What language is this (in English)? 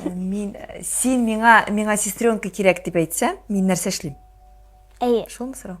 Tatar